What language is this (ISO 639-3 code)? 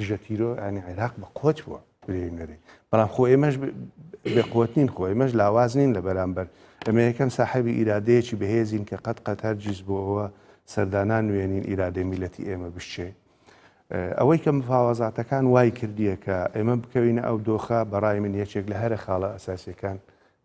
ckb